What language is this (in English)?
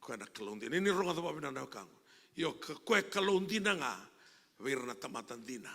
Fijian